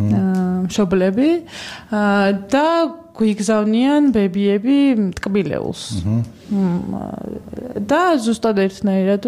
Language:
Georgian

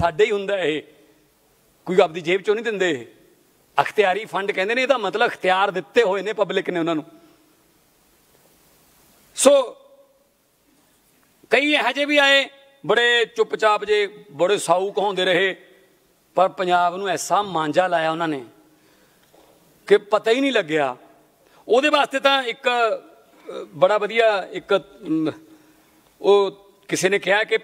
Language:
Punjabi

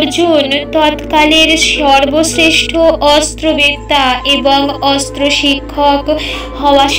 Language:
Bangla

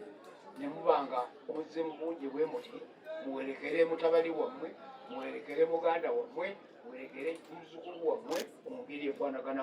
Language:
Ganda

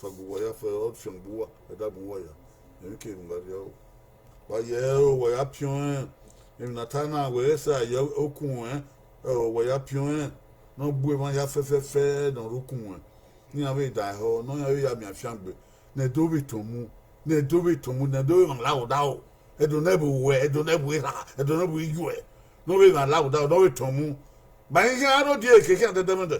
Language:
Bini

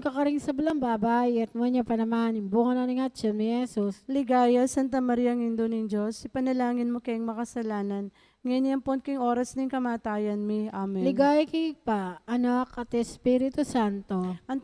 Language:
Pampanga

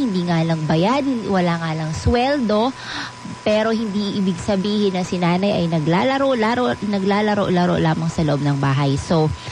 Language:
Filipino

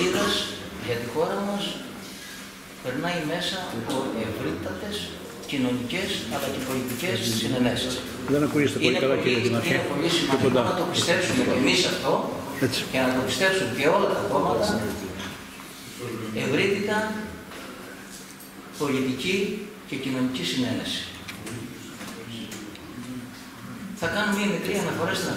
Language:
Greek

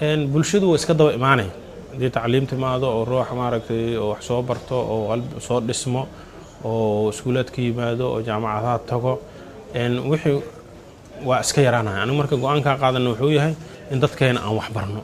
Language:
Somali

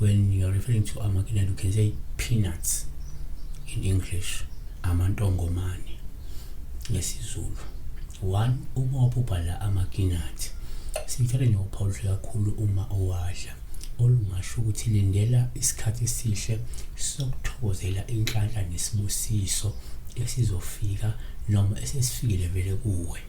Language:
Zulu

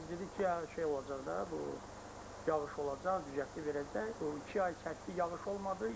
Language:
Azerbaijani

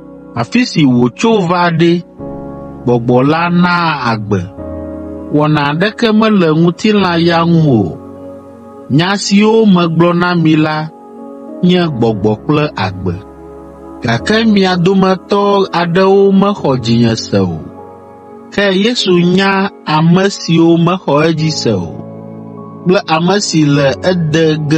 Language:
Ewe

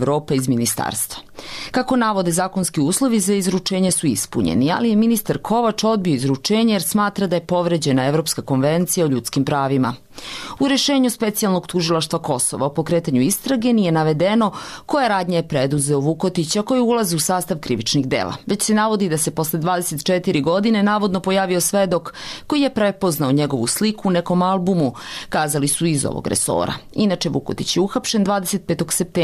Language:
Serbian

